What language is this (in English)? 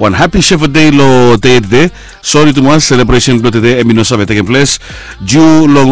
Bislama